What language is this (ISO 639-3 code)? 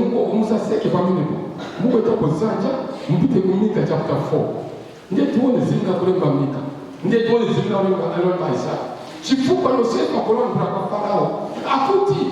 nya